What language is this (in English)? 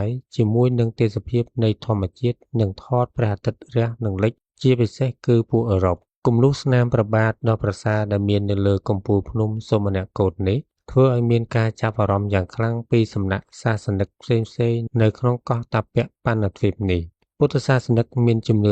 Khmer